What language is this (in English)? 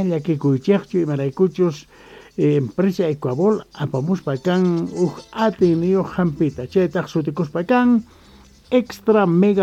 South Bolivian Quechua